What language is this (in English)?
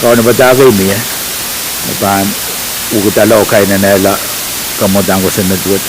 Pohnpeian